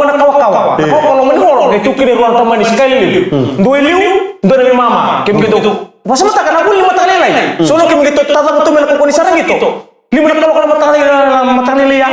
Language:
Fijian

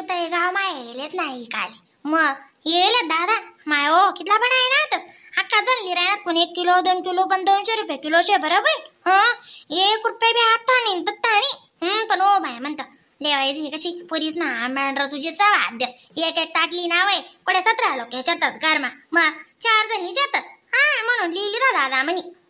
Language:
Khandesi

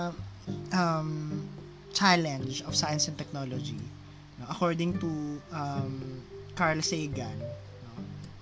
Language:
Filipino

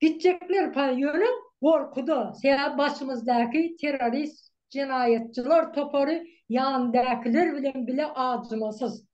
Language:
Turkmen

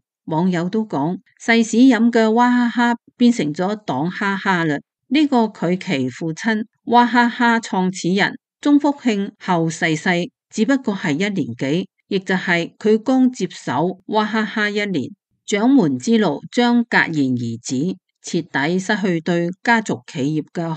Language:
Cantonese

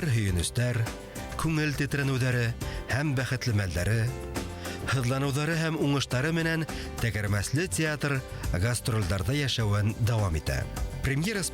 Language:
Bashkir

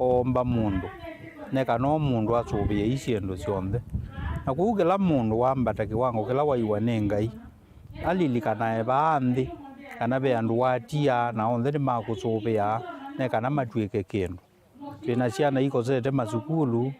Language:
Kamba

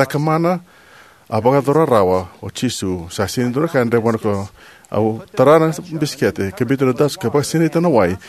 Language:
Fijian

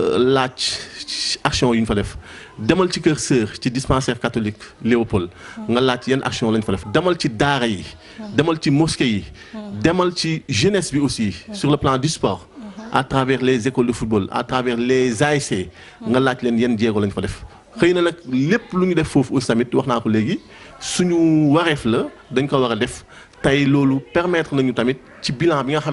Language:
Wolof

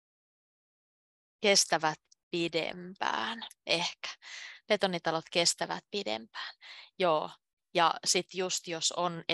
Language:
Finnish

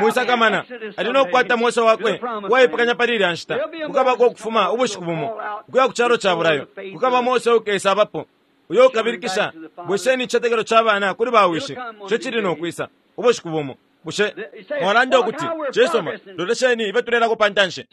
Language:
Bemba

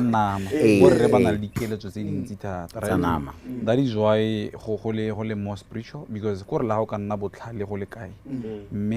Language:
Tswana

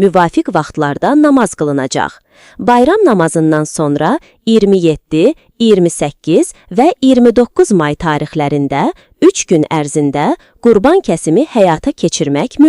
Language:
Azerbaijani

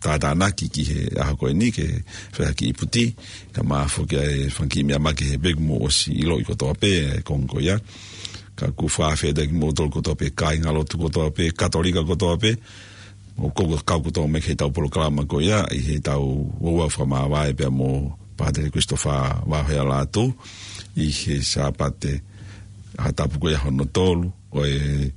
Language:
Tongan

